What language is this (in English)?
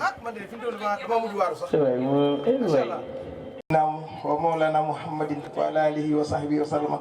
Wolof